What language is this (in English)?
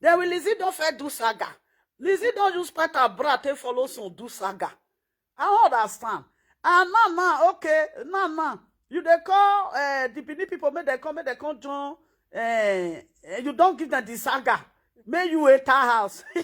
Nigerian Pidgin